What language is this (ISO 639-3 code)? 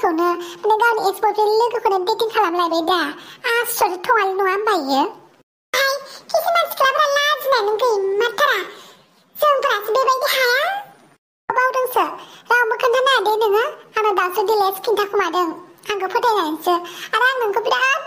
brx